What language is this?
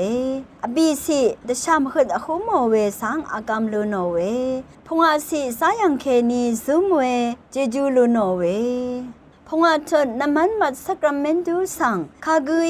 Rawang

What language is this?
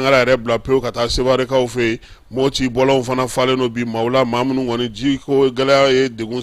Bambara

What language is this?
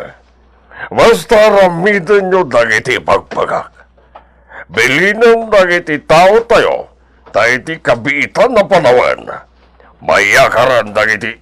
Iloko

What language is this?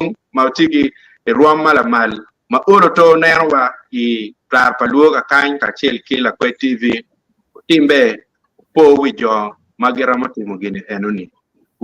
Acoli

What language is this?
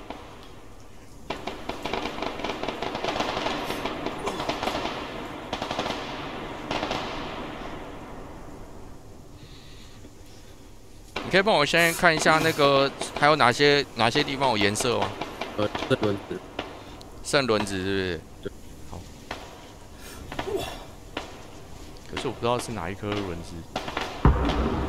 Chinese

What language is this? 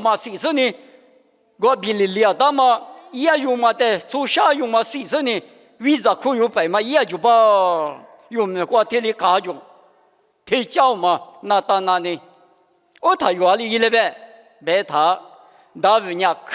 Lisu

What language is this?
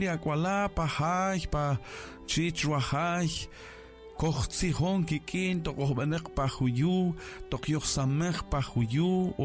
Kaqchikel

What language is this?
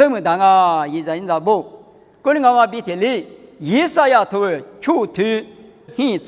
Lisu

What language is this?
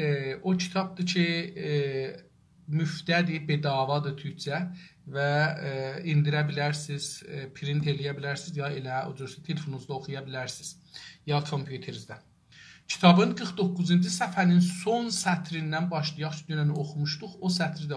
South Azerbaijani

